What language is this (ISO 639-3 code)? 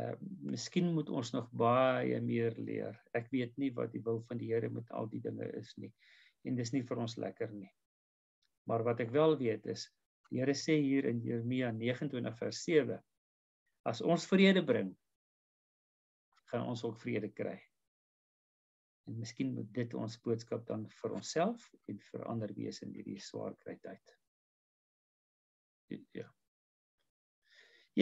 afr